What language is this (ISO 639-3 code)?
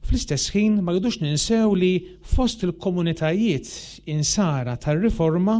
mlt